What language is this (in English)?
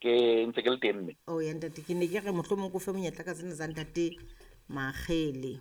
Southern Sotho